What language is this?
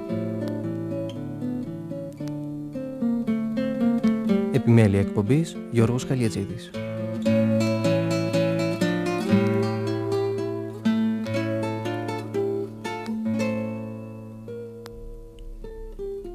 Greek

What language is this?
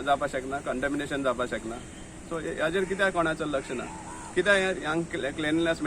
Konkani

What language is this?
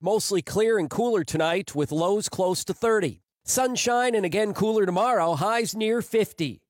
English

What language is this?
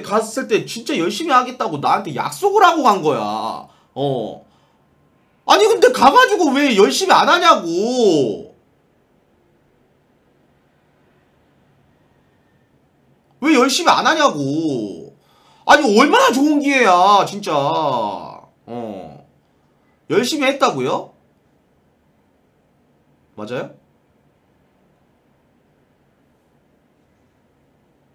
Korean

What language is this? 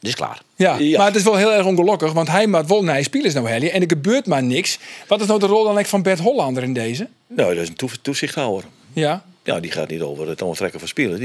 Western Frisian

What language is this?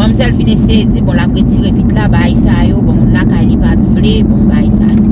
Haitian Creole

